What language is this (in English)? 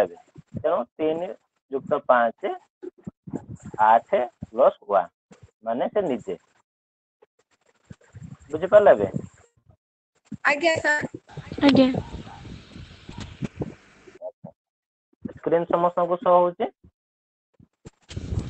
Odia